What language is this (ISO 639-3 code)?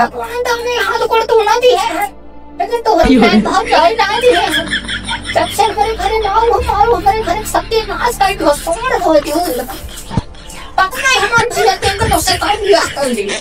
awa